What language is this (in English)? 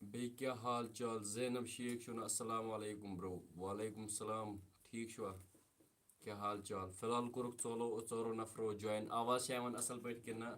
Kashmiri